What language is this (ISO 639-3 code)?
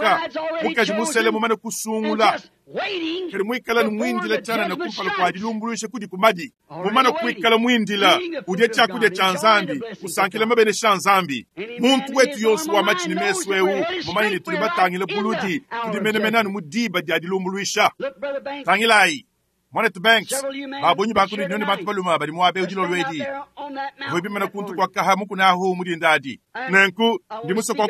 lua